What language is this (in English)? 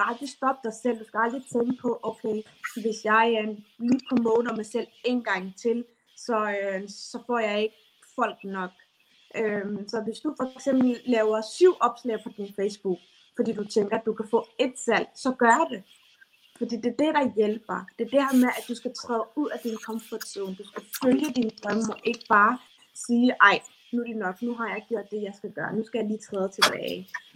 Danish